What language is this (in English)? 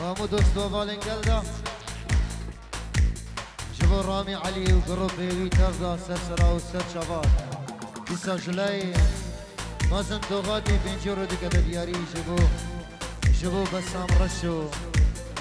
Kurdish